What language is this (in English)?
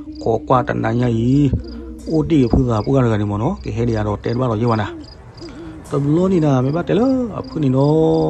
S'gaw Karen